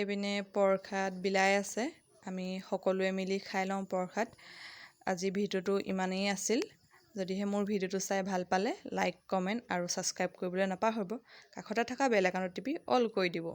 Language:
Assamese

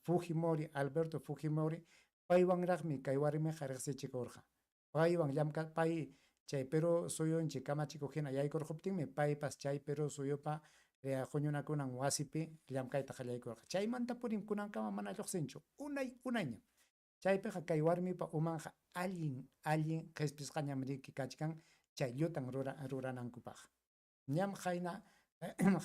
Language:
Ayacucho Quechua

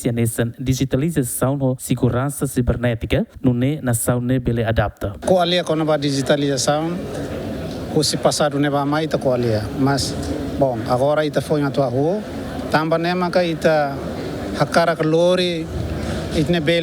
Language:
Tetum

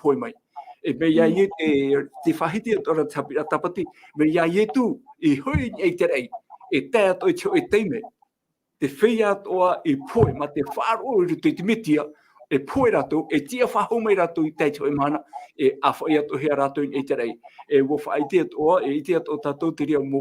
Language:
Tahitian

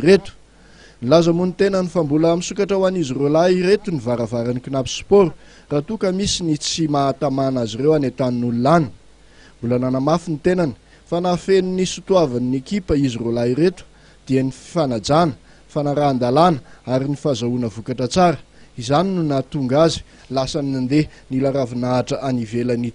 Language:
Malagasy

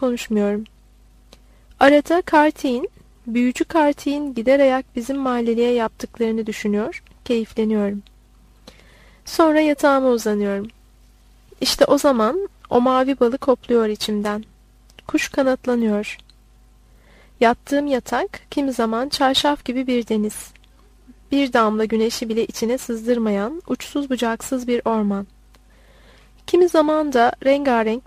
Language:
Turkish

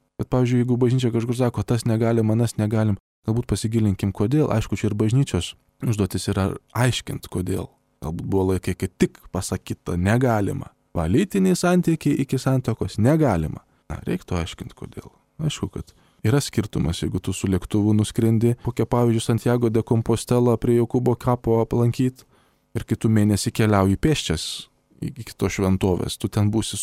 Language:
Lithuanian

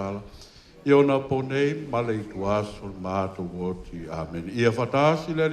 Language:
Samoan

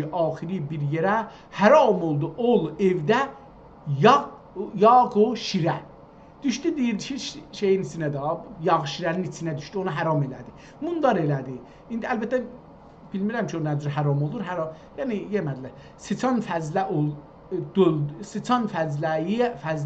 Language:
South Azerbaijani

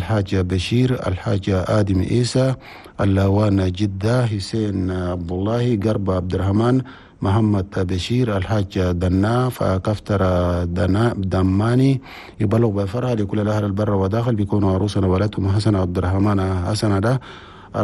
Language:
Chadian Arabic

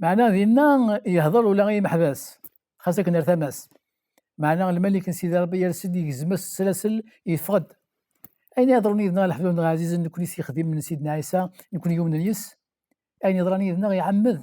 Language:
Kabyle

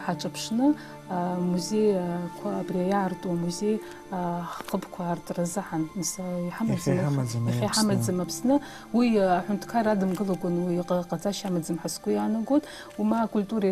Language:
Abkhazian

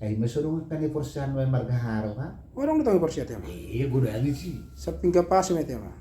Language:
Batak Toba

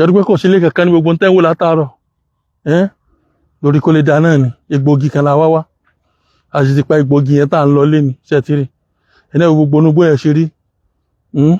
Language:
Yoruba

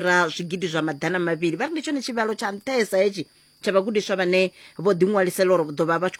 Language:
Venda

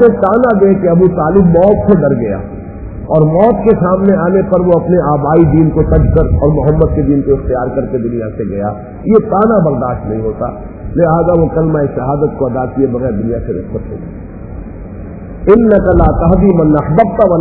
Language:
Urdu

